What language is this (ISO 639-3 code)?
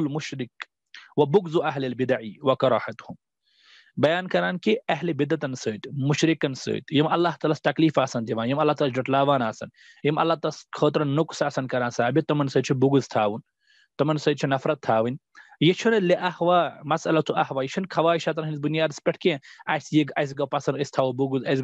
kas